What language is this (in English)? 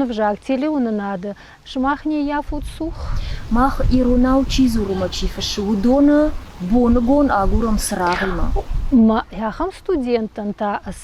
Ossetic